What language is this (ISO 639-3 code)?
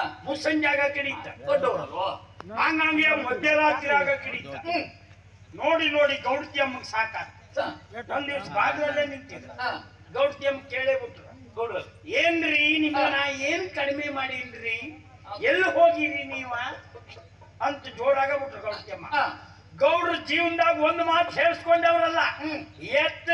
kan